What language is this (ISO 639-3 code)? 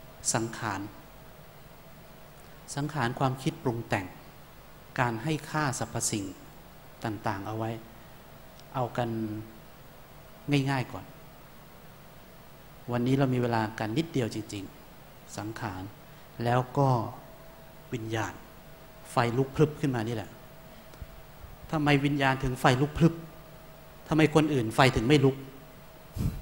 tha